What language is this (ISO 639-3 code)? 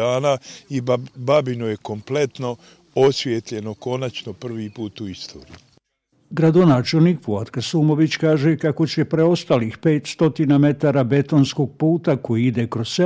bos